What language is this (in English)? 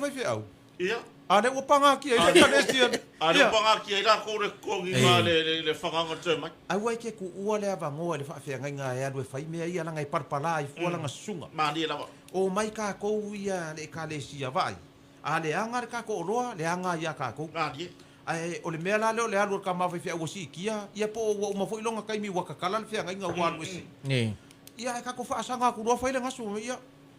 Samoan